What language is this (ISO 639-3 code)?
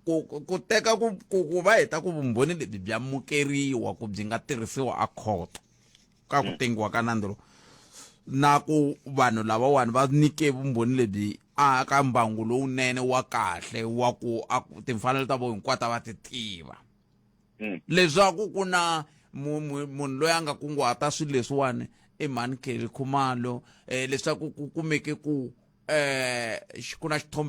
tso